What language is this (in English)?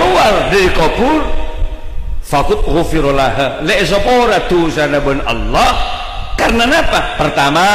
Madurese